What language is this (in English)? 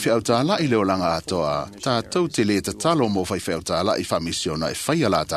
Samoan